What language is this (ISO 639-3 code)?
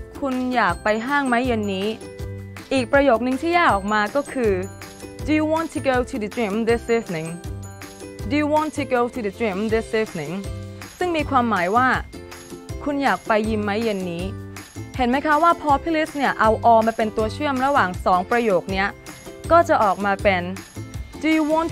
tha